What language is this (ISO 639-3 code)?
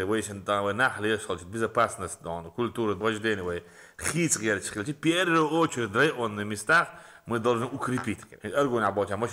che